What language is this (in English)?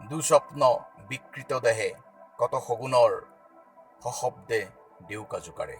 Assamese